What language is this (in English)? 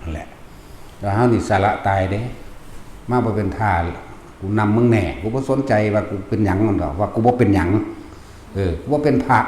Northeastern Thai